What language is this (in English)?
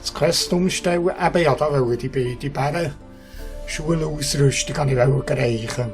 Swiss German